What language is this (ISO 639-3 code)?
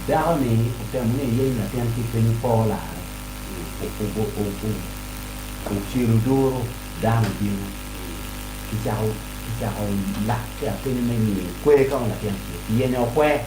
ach